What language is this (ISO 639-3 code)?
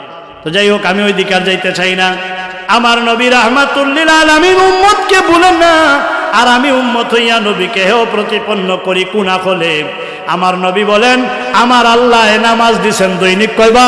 syl